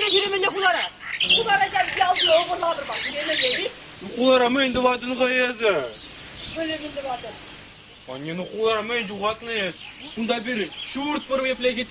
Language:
Chuvash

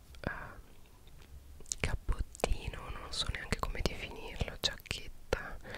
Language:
Italian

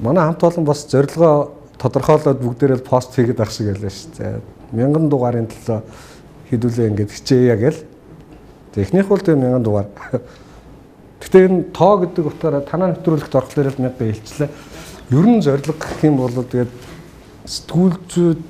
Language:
Mongolian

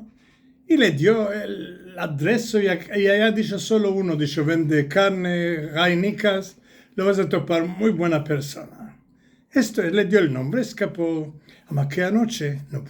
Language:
Ladino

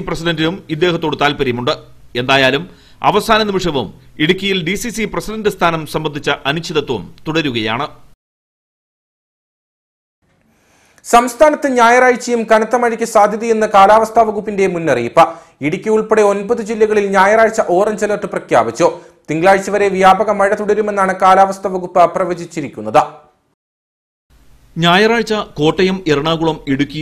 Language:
Malayalam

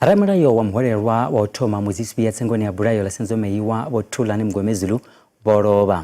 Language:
Venda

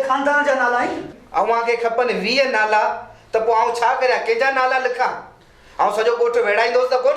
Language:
Sindhi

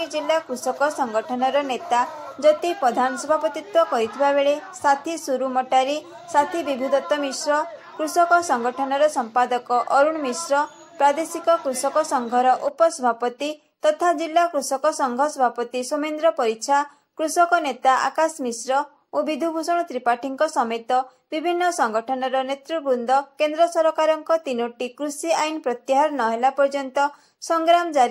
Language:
Odia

